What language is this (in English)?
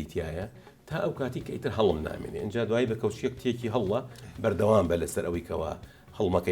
Central Kurdish